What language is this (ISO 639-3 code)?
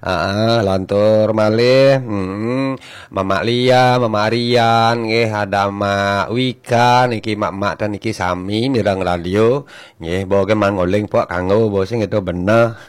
ban